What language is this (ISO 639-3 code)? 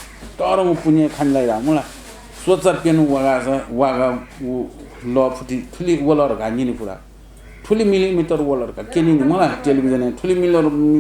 new